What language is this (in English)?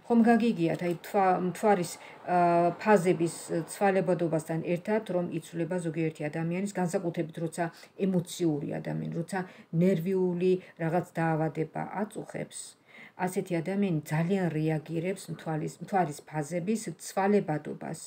Georgian